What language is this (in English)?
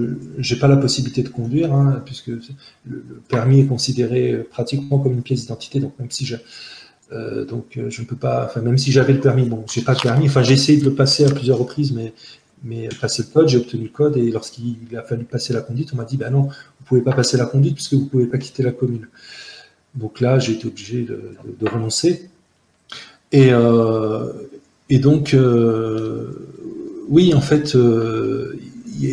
French